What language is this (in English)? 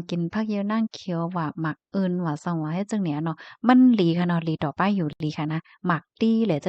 Shan